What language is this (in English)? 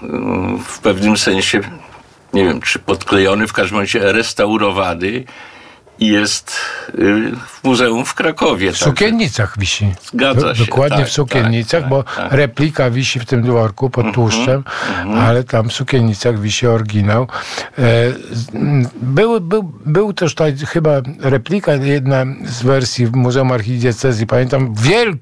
Polish